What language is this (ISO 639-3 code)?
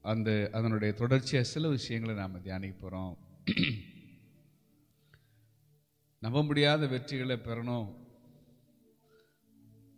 tam